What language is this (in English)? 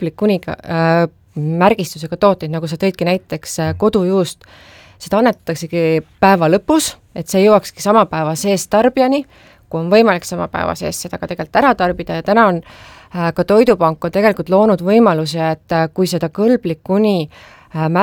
Estonian